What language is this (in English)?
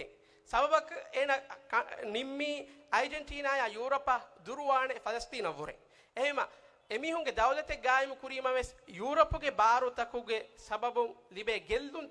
Divehi